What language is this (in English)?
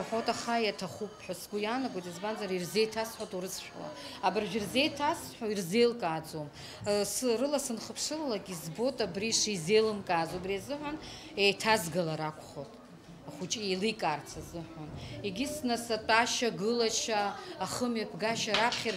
Abkhazian